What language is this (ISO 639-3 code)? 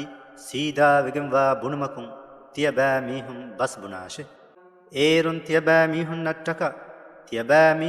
div